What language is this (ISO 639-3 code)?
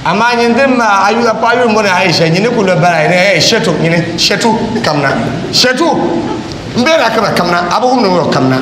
dag